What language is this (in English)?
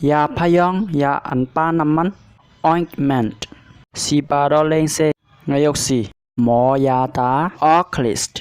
Shan